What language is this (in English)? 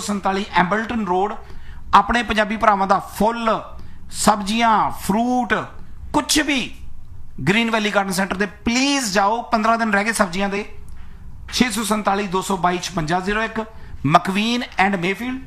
Punjabi